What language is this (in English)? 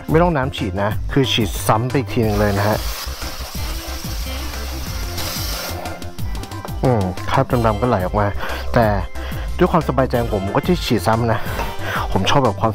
Thai